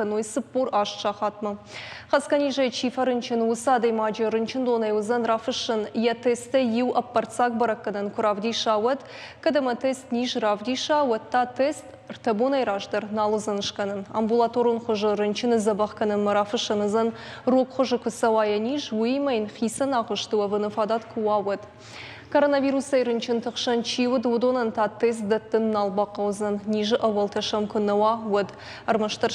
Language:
Ossetic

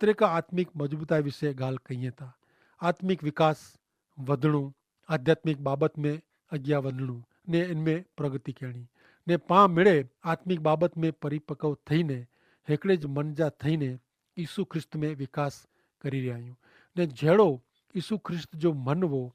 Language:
Kachhi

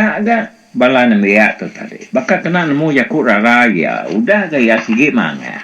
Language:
Iban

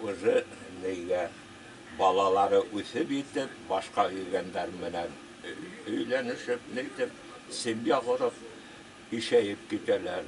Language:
Bashkir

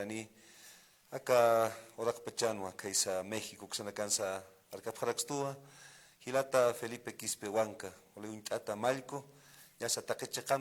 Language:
Aymara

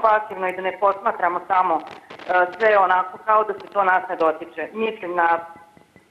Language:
Serbian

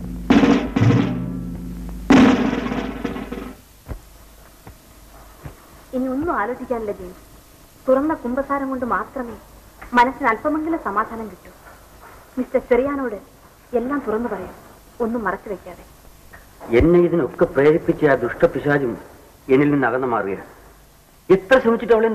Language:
Malayalam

